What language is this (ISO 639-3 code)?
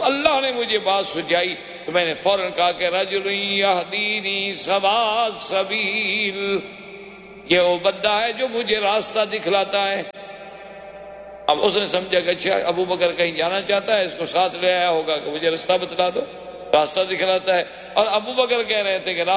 urd